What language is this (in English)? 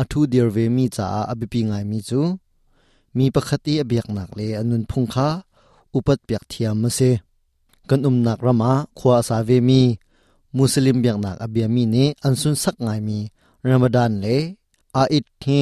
Hakha Chin